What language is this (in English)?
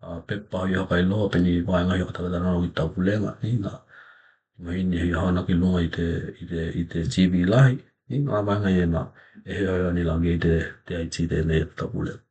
Tokelau